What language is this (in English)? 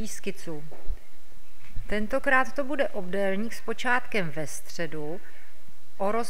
Czech